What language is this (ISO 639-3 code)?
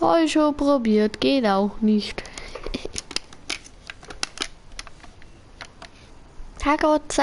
bar